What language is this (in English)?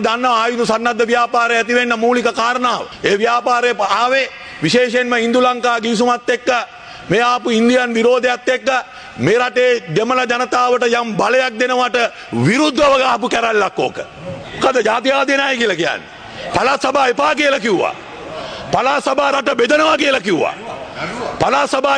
Sinhala